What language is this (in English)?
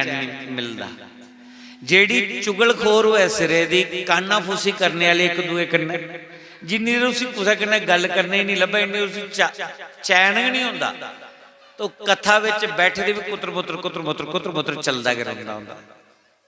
Dogri